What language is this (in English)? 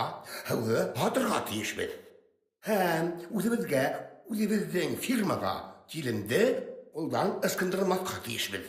Bashkir